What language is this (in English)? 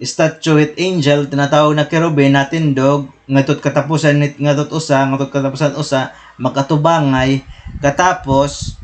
Waray